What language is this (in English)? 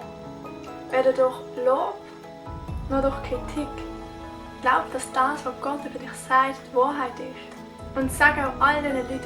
Swiss German